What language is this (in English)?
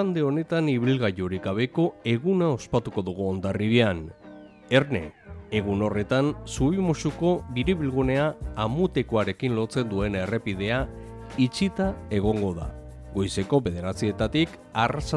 Basque